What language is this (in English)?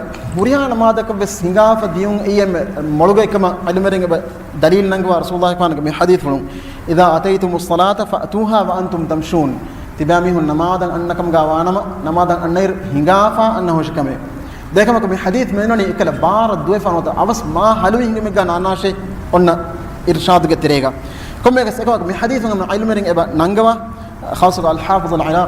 Divehi